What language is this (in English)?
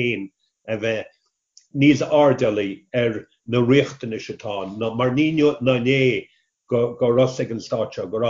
Irish